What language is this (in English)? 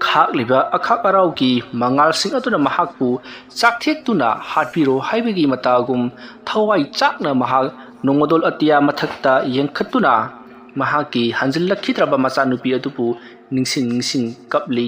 Manipuri